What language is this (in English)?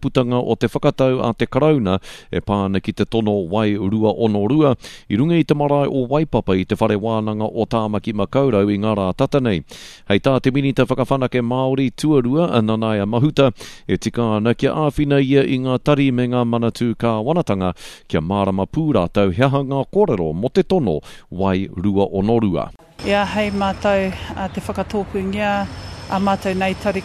Māori